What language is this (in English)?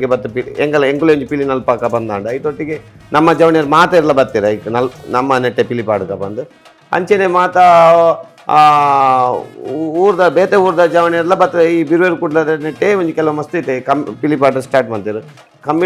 Tulu